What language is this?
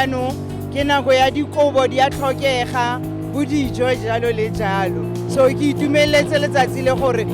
Tswana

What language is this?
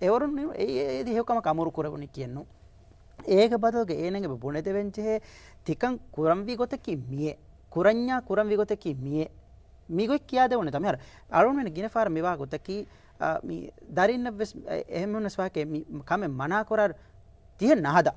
Divehi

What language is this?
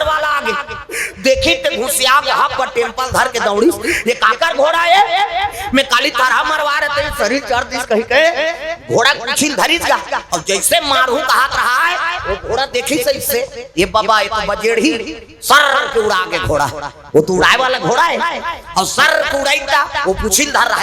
Chhattisgarhi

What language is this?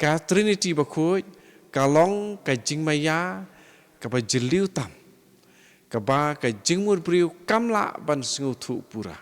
Khasi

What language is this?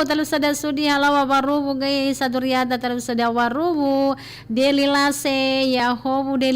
Nias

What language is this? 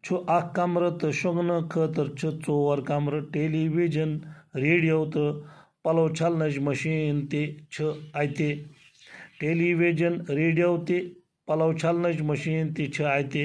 Kashmiri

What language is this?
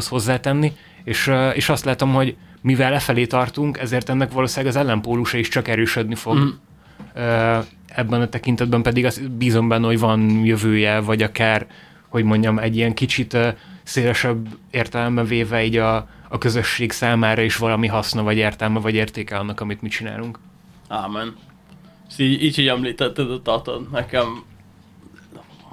Hungarian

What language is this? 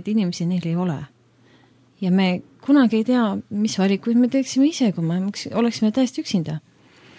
Estonian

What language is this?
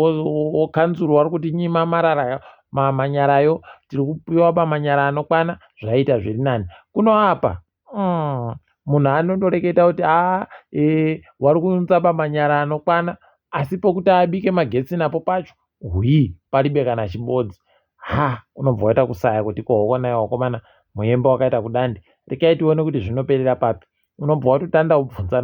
Ndau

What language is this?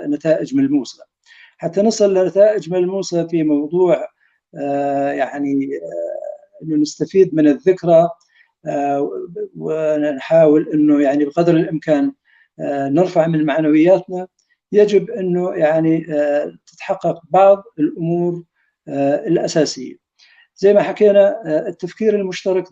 North Levantine Arabic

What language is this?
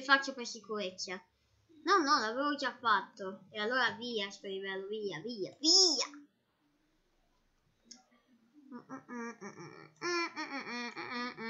Italian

